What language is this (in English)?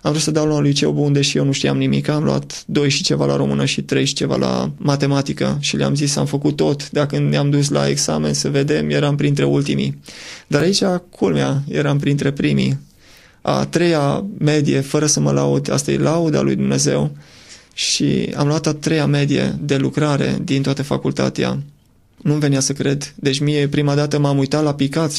Romanian